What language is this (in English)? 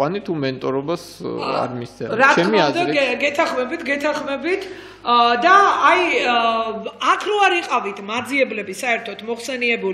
Georgian